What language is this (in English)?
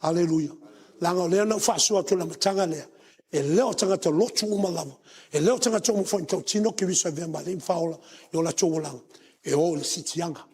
Samoan